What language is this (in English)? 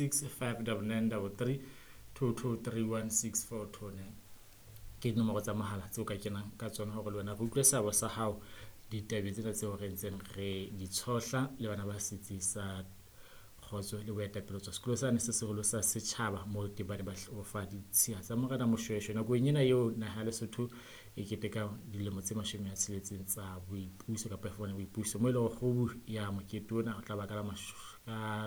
Southern Sotho